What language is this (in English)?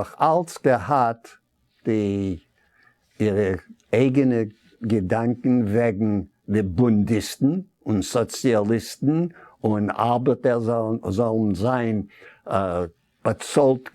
Yiddish